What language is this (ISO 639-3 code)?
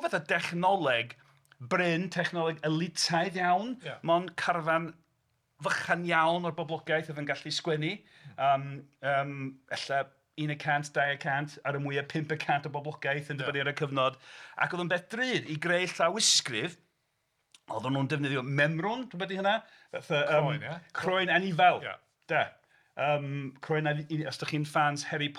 cym